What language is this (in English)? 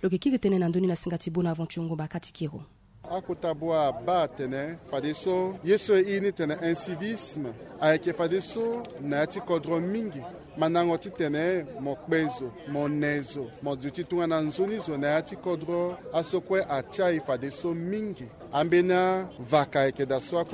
Sango